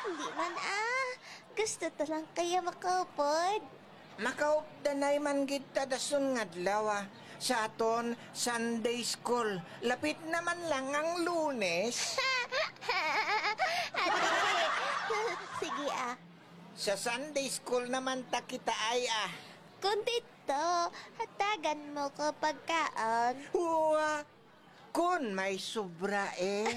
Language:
Hiligaynon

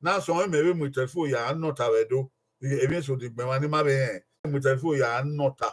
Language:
Bini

